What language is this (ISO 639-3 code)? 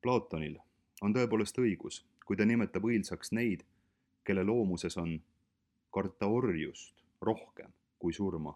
est